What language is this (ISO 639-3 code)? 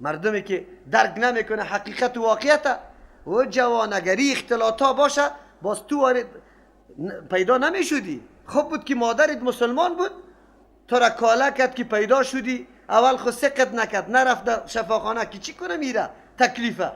fas